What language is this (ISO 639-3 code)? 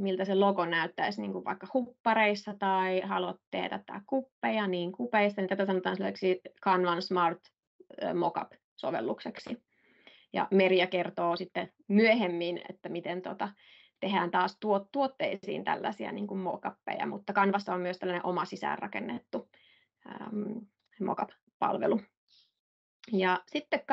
fin